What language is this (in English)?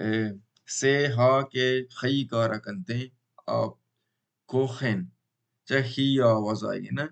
Baluchi